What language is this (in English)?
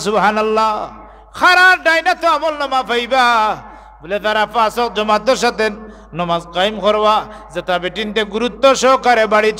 Sylheti